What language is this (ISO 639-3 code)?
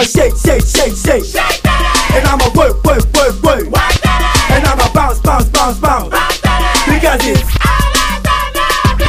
eng